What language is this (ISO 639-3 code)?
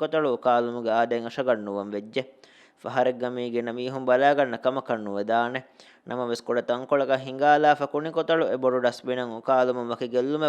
div